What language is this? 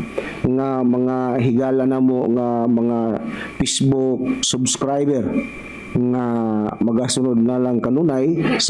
Cebuano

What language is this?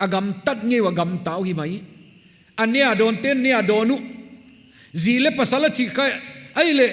Paite Chin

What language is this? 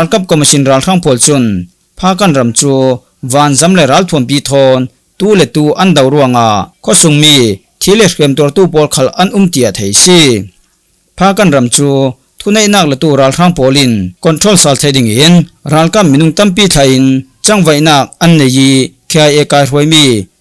Falam Chin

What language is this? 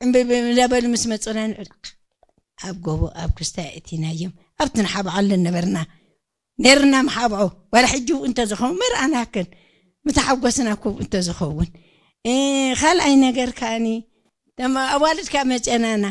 Tigrinya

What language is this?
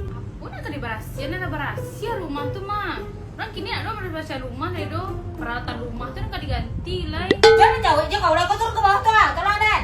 Minangkabau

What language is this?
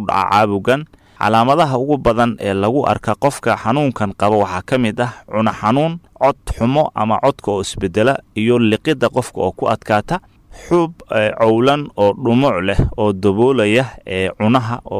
Somali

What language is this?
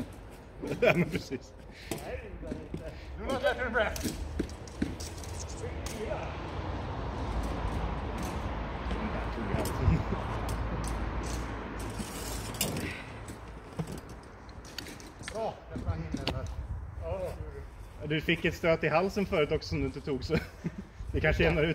Swedish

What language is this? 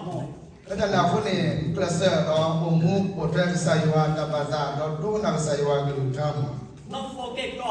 S'gaw Karen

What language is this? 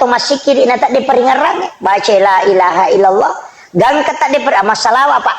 Buginese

